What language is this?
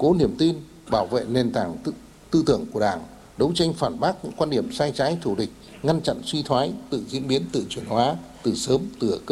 Vietnamese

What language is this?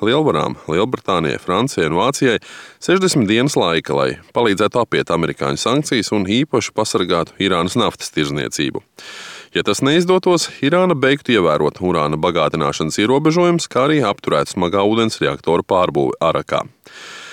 Latvian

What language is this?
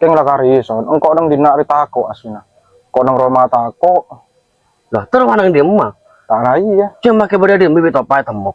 Madurese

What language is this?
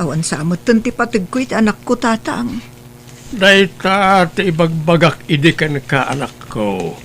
Iloko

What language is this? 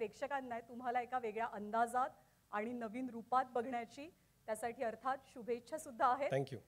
Marathi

